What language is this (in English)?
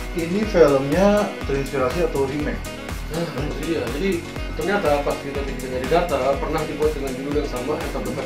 Indonesian